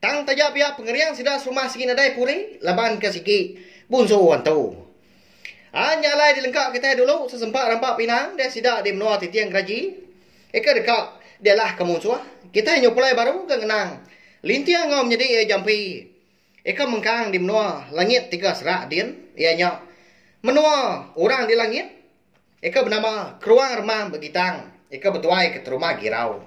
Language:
Iban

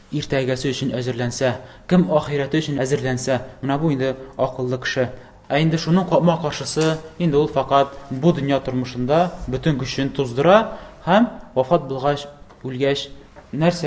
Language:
Tatar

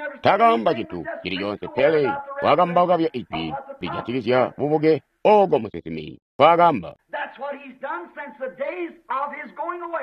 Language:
Tonga (Zambia)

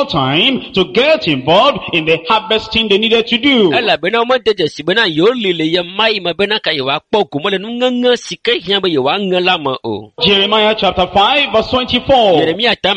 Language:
Ewe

